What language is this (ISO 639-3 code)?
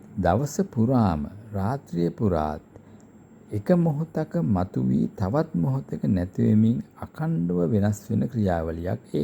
sin